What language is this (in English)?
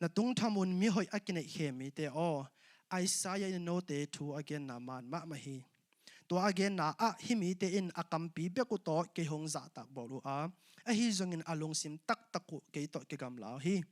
Tedim Chin